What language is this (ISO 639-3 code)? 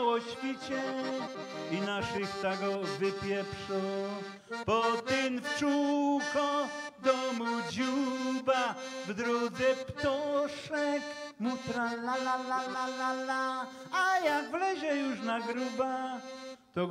szl